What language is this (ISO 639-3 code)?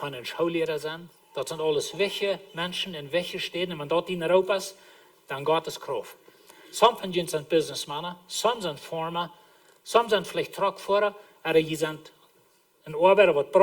pdt